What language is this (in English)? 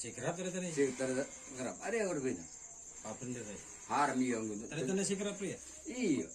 Madurese